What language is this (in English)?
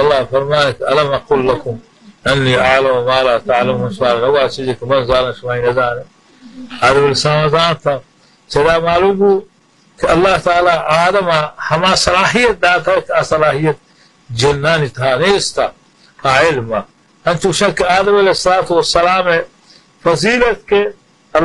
Baluchi